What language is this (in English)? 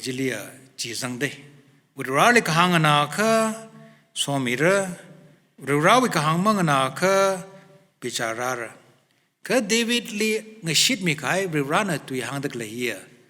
Tangkhul Naga (India)